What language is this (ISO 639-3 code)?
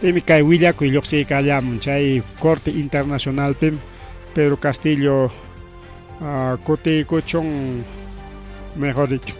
quy